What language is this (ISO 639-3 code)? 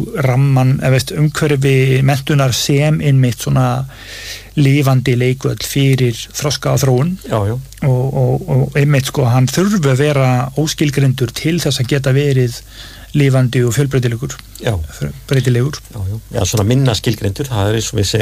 isl